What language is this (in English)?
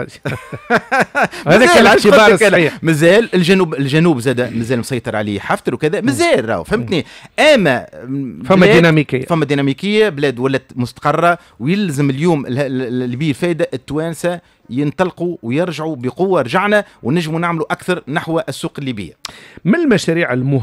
Tunisian Arabic